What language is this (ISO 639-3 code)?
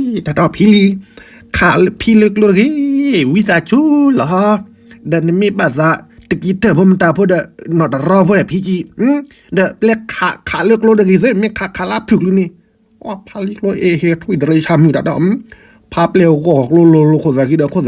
ksw